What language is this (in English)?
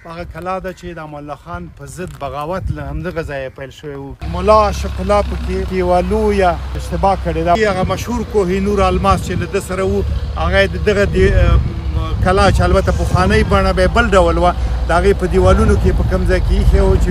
Pashto